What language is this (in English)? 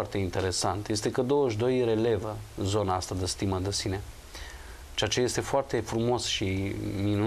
Romanian